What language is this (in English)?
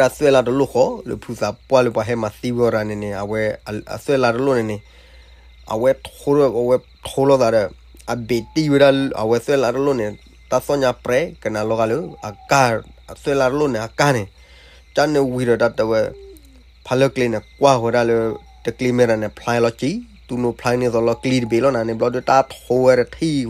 S'gaw Karen